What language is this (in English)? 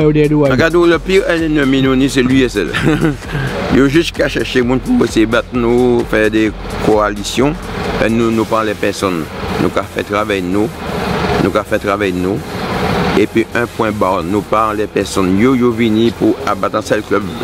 Guadeloupean Creole French